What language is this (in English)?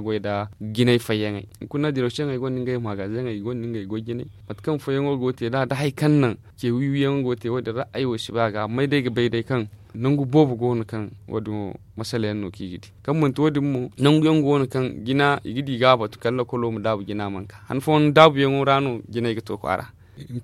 Zarma